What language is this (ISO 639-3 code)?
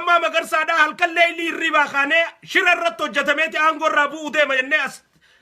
orm